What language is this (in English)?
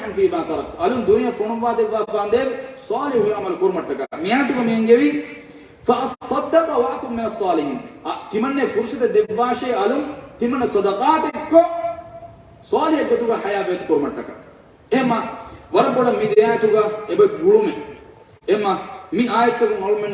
Divehi